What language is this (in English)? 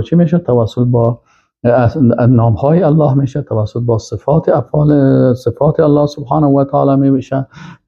Persian